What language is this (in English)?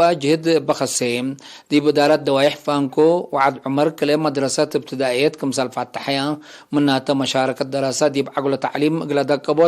Tigre